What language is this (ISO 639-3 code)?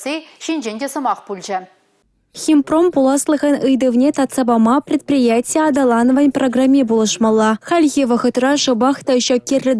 chv